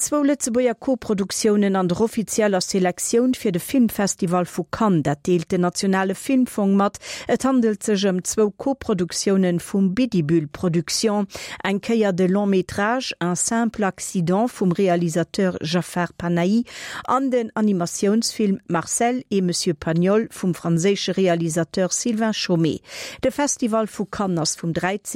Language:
Luxembourgish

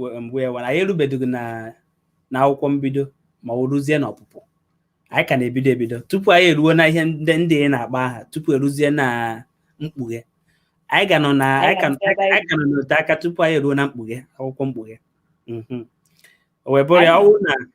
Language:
Igbo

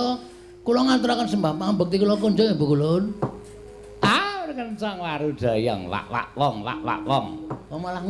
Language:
Javanese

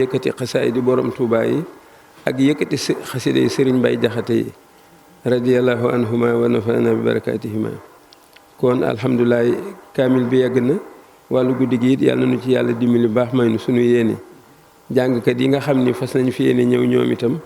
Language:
Wolof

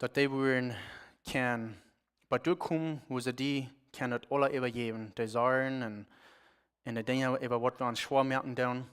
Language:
Plautdietsch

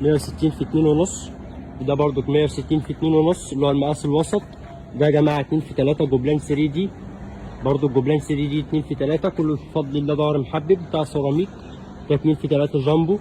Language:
Egyptian Arabic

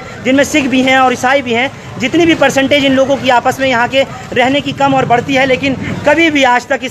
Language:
Hindi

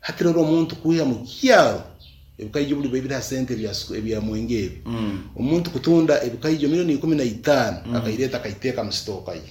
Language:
Nyoro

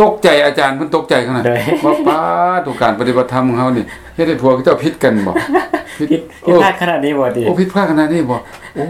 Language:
Lao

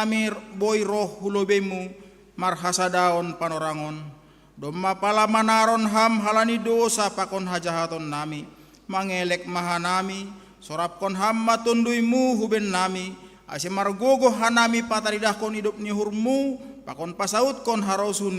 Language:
Batak Simalungun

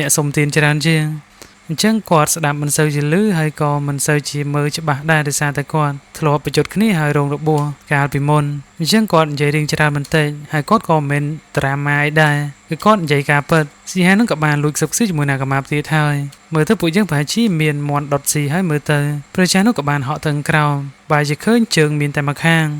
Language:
Khmer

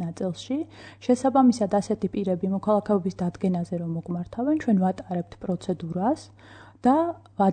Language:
Georgian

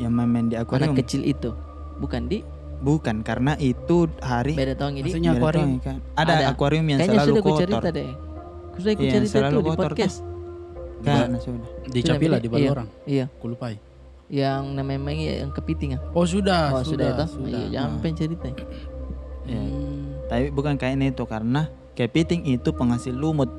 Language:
Makassar Malay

